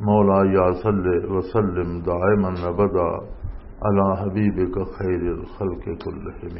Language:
Western Panjabi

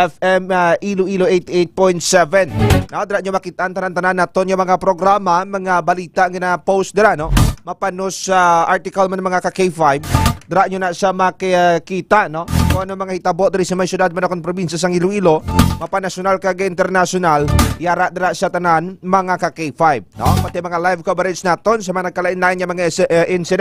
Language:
Hiligaynon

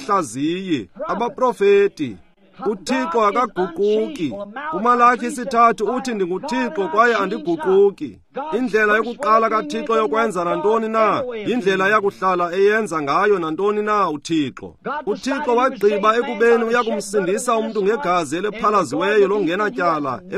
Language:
Xhosa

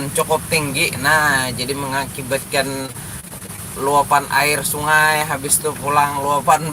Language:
Banjar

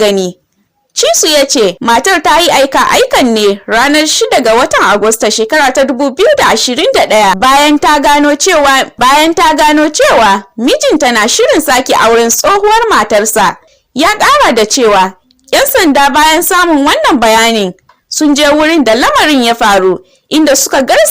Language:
Hausa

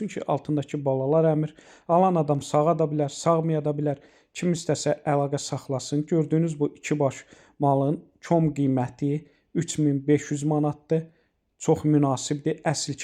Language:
Azerbaijani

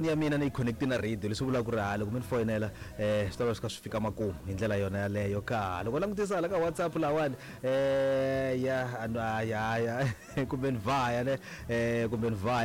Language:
Tsonga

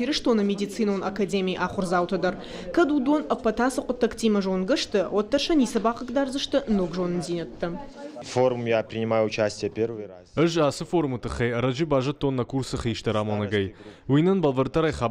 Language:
Ossetic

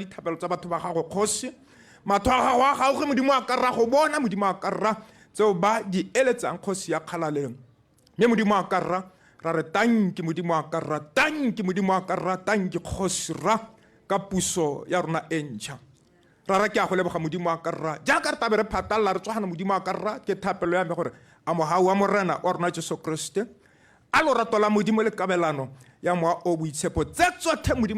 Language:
Tswana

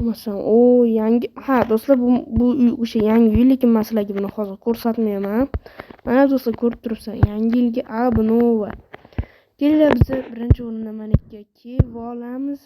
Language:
Uzbek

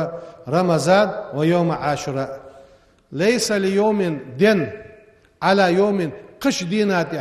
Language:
Ingush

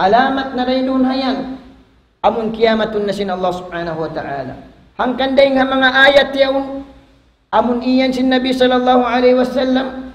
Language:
Tausug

